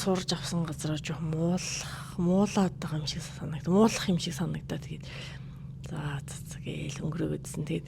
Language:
Mongolian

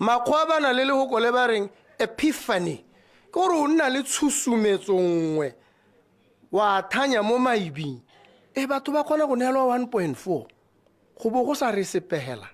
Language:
Tswana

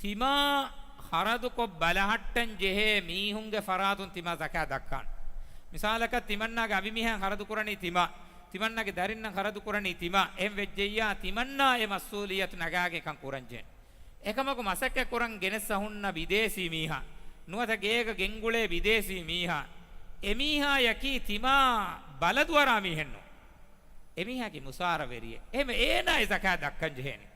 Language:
Divehi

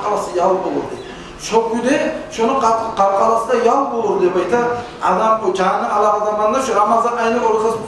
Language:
Kumyk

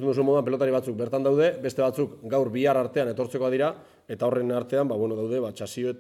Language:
Basque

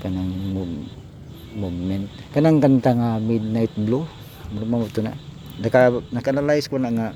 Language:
Cebuano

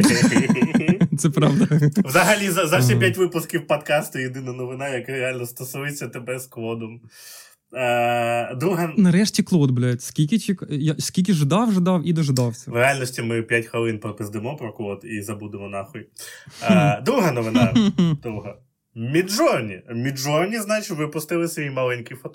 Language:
Ukrainian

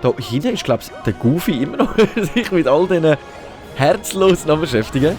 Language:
Swiss German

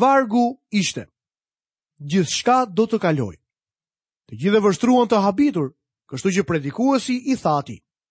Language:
Albanian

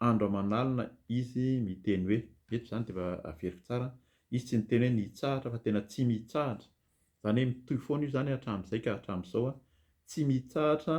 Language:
Malagasy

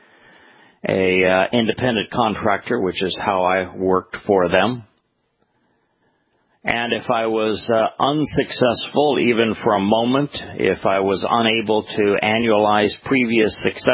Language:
English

